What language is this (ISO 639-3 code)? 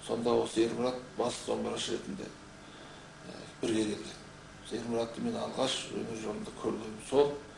kaz